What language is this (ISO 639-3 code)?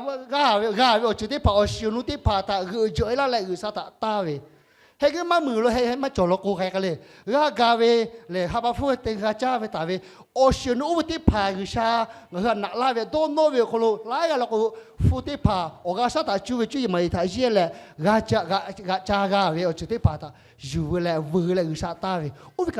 lhu